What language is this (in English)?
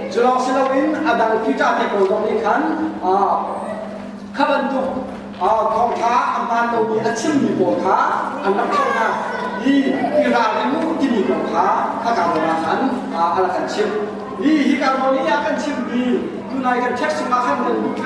Hakha Chin